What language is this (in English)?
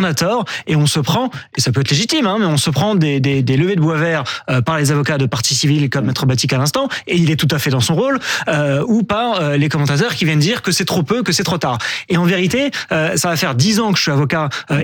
French